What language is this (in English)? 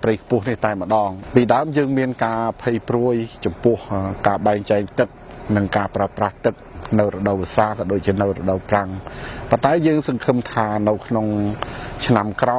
Khmer